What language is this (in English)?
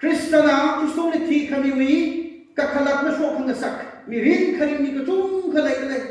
Tangkhul Naga (India)